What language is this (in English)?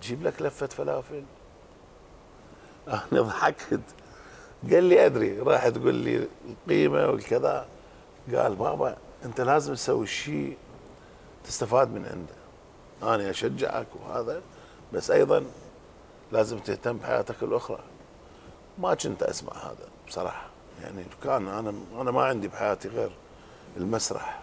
Mesopotamian Arabic